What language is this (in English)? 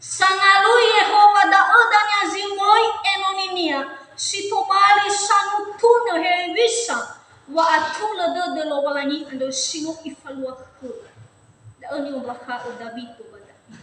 Nias